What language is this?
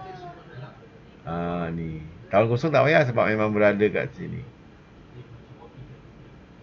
Malay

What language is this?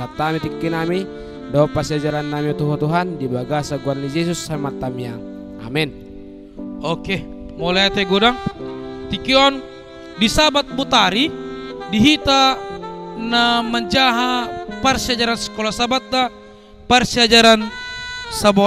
Batak Toba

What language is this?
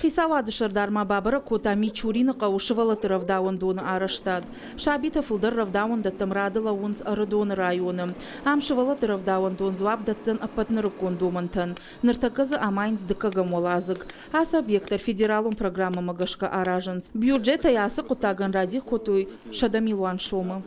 Ossetic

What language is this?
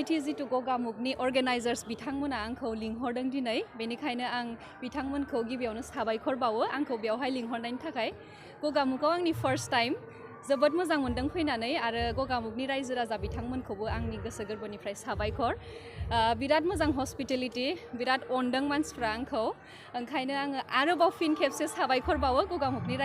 Bodo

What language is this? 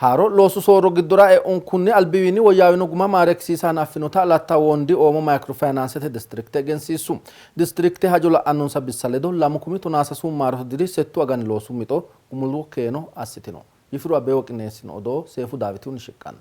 Sidamo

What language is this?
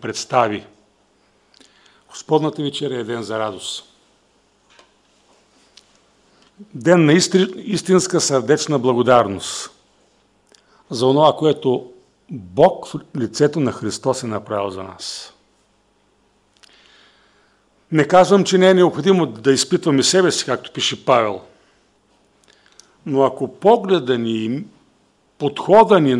Bulgarian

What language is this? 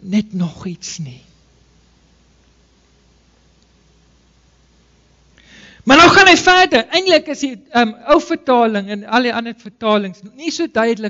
Afrikaans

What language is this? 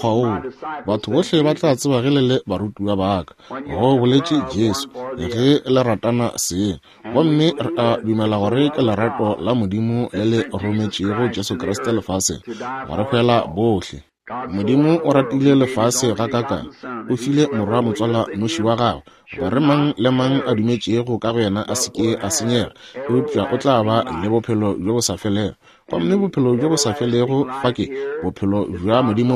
Northern Sotho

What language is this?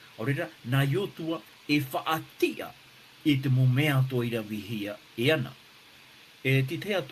Tahitian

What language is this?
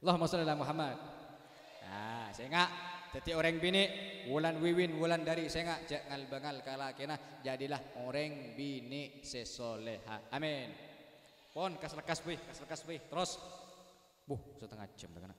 Madurese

